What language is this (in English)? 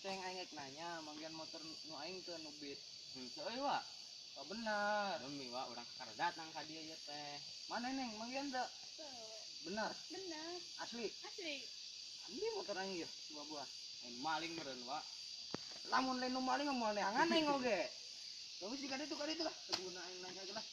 Sundanese